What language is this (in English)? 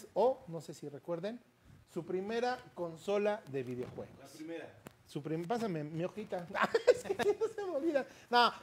Spanish